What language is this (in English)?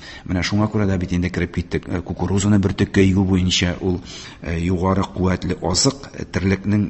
Tatar